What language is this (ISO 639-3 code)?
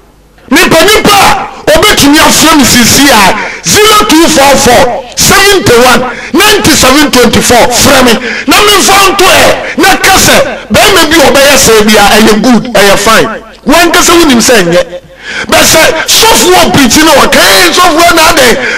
aka